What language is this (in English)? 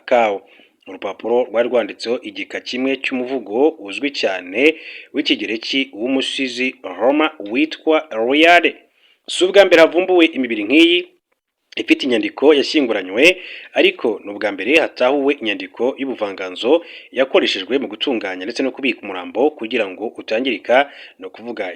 Kinyarwanda